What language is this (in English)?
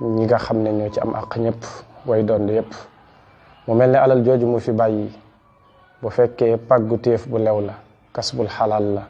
Wolof